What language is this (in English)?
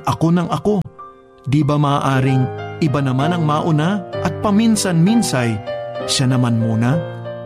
Filipino